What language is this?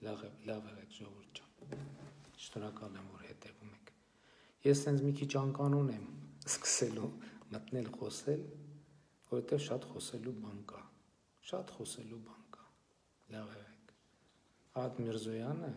Armenian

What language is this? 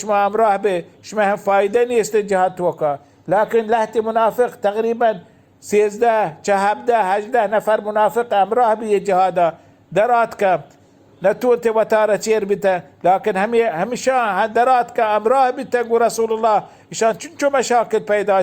Baluchi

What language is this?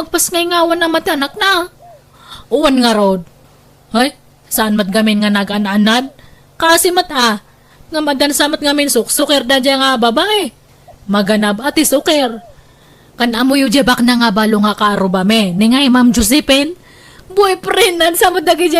Iloko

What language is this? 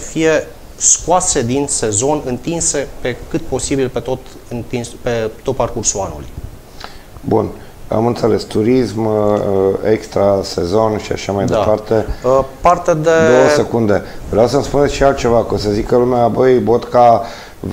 Romanian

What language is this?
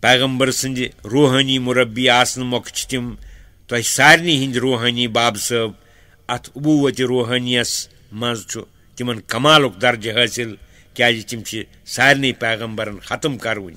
Kashmiri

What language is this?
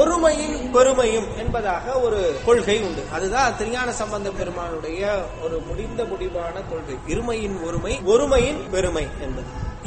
Tamil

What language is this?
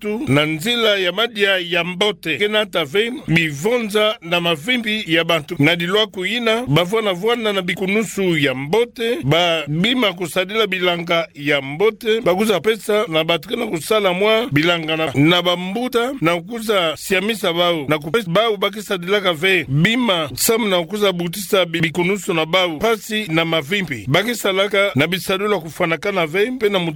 Kituba (Democratic Republic of Congo)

